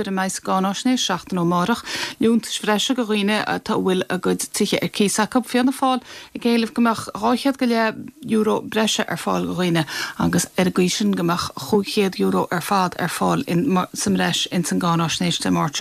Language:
Irish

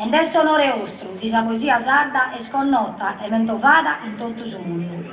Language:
Sardinian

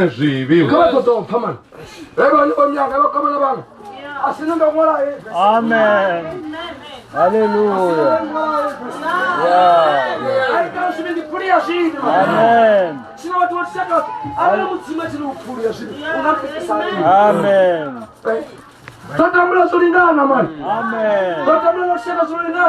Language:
Venda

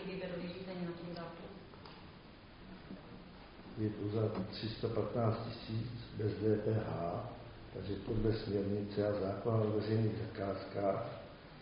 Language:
Czech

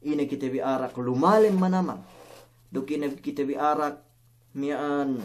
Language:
Yakan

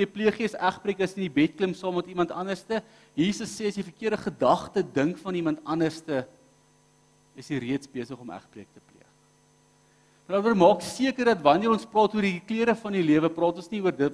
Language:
Afrikaans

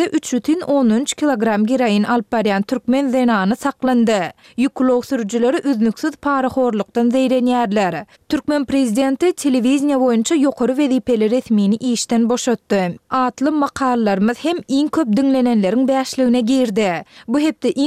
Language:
Turkmen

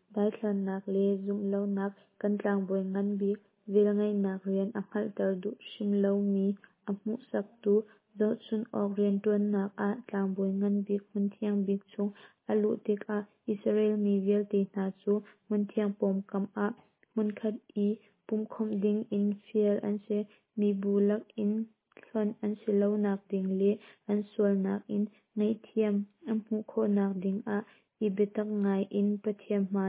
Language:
Hakha Chin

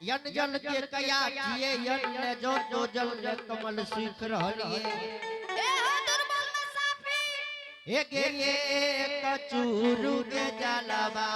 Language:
Angika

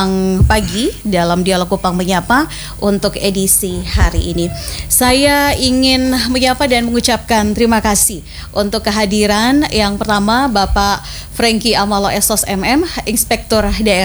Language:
Indonesian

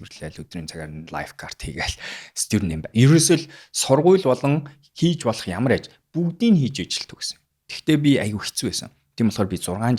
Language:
Mongolian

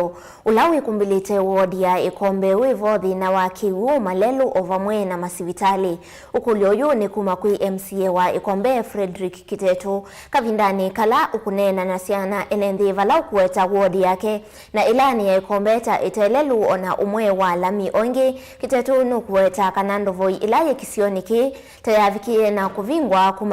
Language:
Kamba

